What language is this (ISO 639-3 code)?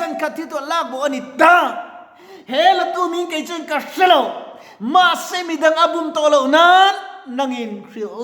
lus